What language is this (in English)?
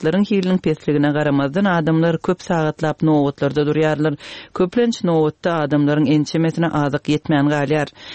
Turkmen